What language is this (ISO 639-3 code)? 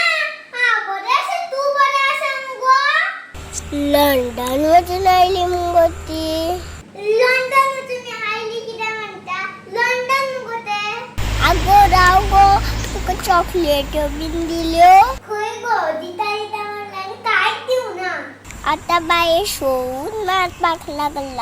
kok